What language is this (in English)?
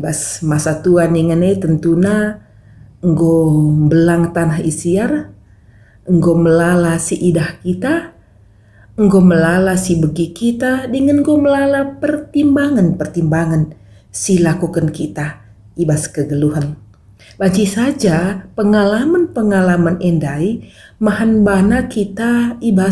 Batak Karo